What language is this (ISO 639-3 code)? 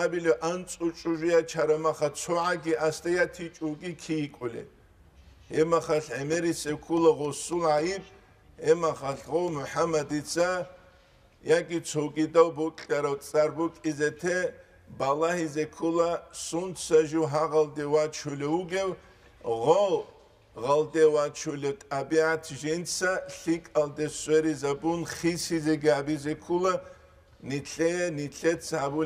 ava